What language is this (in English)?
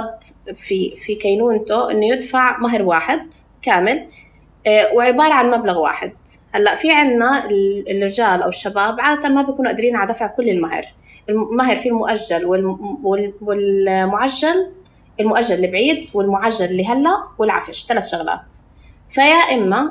North Levantine Arabic